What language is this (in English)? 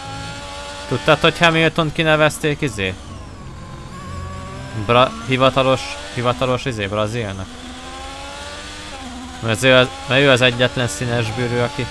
Hungarian